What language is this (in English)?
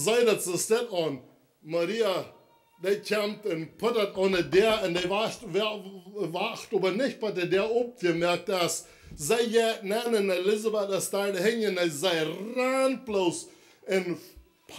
Plautdietsch